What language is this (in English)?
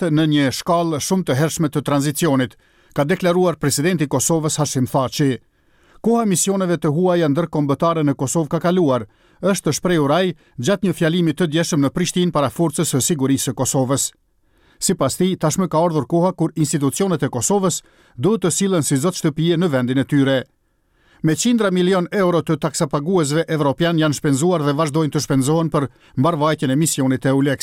Albanian